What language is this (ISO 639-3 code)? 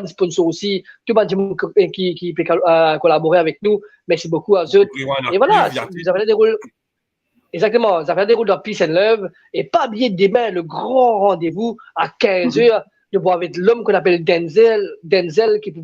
mfe